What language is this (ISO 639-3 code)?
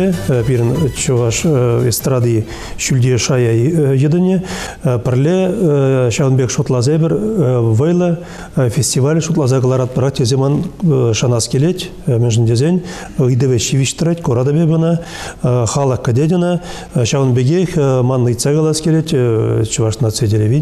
chv